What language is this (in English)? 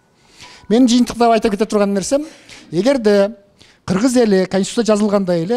Kyrgyz